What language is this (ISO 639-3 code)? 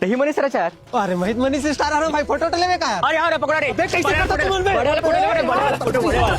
hne